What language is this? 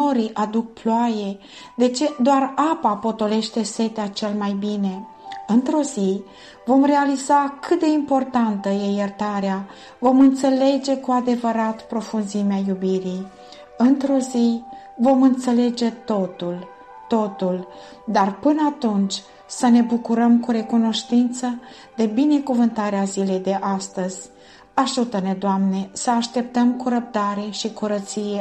Romanian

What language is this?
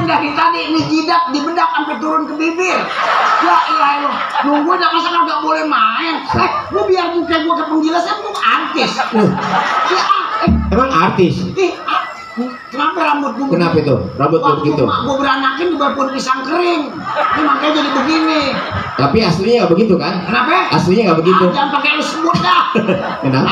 Betawi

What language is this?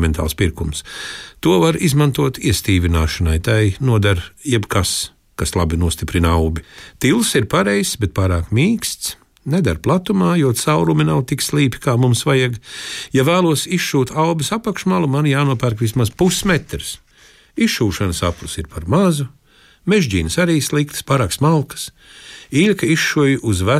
Latvian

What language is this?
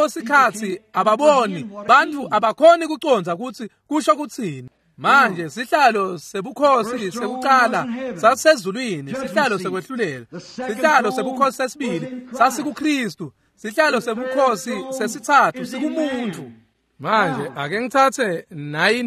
Swati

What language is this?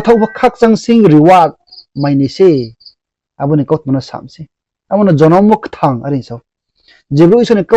Riang (India)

